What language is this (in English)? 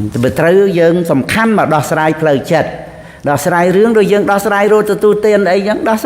Khmer